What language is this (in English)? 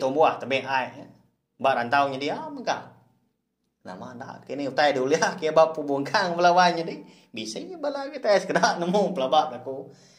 Iban